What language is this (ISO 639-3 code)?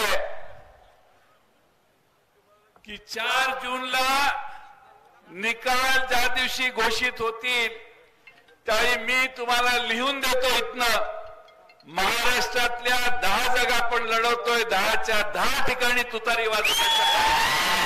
mar